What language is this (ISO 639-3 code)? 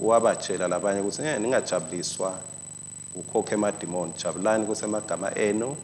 ssw